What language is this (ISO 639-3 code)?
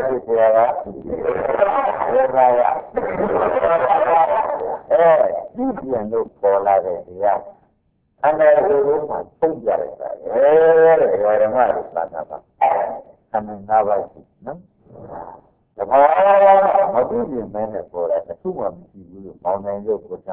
mya